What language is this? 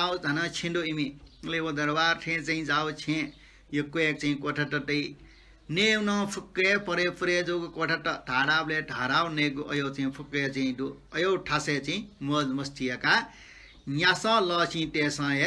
Newari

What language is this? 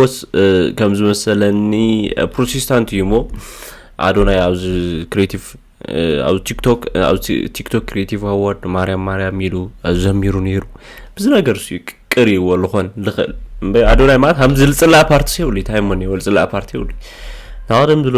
Tigrinya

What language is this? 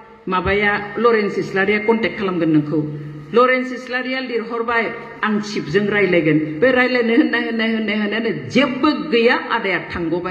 Bodo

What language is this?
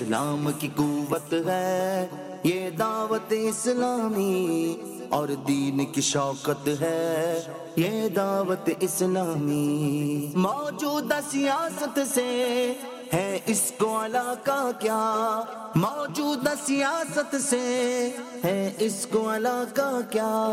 Urdu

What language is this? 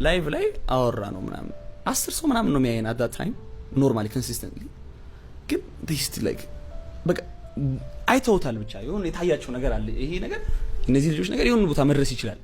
Amharic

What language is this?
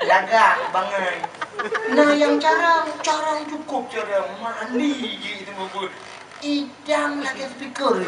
Achinese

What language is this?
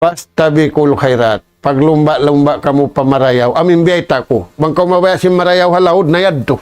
Tausug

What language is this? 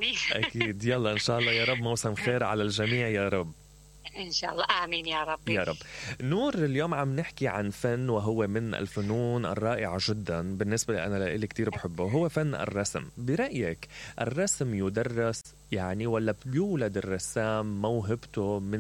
Mesopotamian Arabic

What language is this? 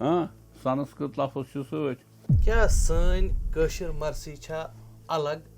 Kashmiri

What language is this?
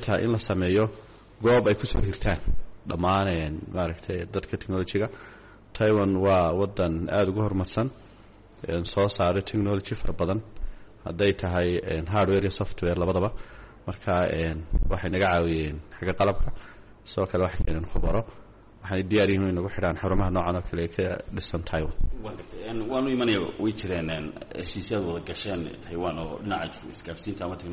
Somali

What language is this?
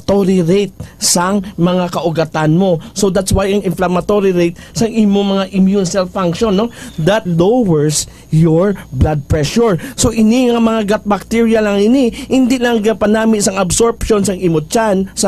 Hiligaynon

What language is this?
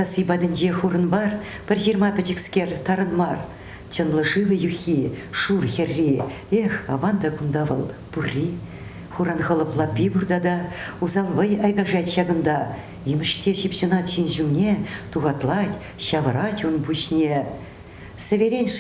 Chuvash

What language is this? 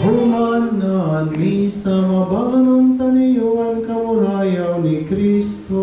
Waray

